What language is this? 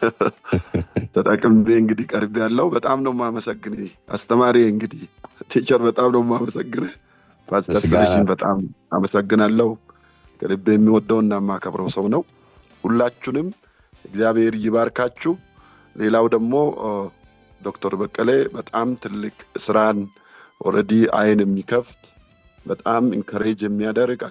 Amharic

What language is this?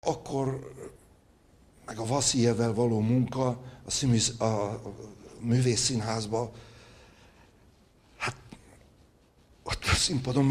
Hungarian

